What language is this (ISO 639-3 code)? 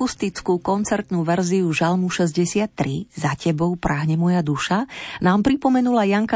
slk